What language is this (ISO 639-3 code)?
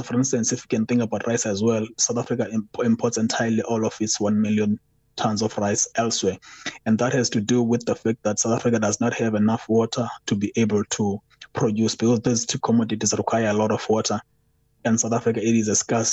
eng